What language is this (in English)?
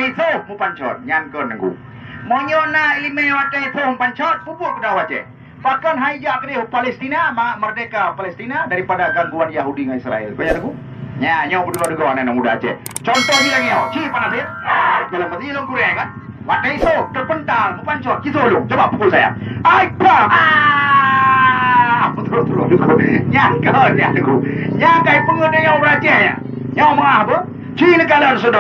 Achinese